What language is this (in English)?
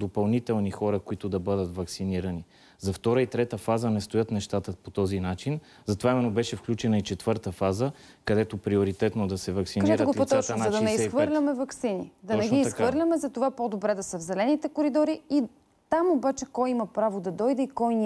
Bulgarian